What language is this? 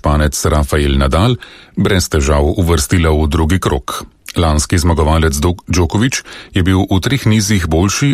Slovenian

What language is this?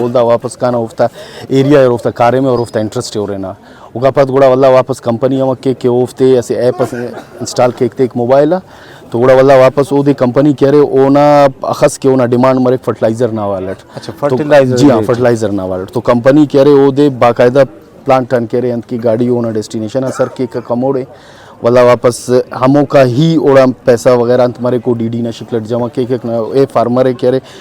Brahui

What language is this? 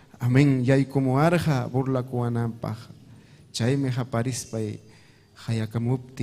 Ayacucho Quechua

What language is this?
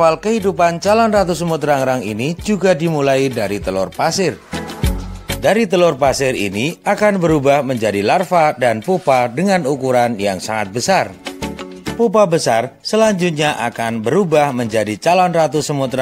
Indonesian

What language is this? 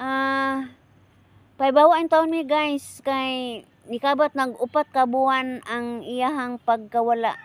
Cebuano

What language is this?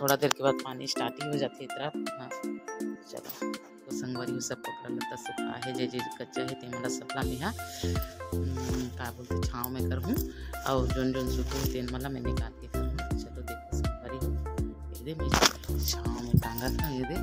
Chhattisgarhi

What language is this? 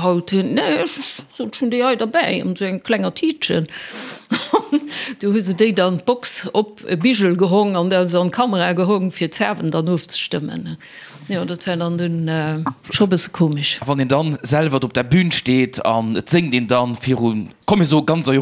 Luxembourgish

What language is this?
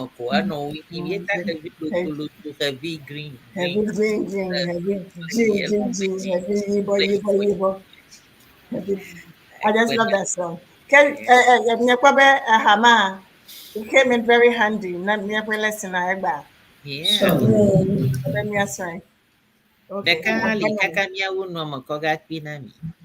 Ewe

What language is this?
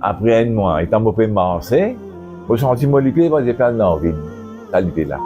Morisyen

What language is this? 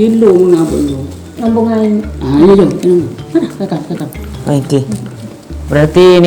Madurese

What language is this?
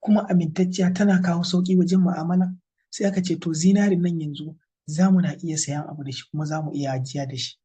Hausa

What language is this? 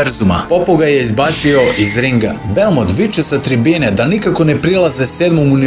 Serbian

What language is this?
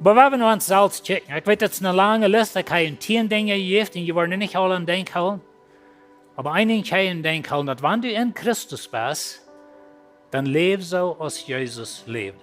Plautdietsch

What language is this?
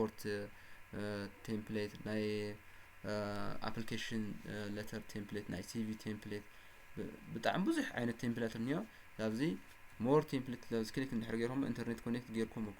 Tigrinya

